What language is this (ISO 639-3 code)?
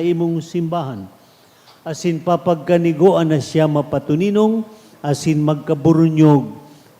bik